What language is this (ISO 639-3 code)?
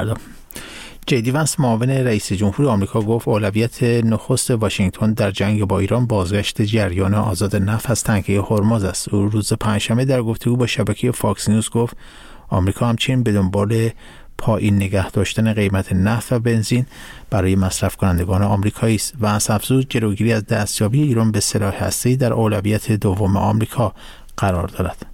fas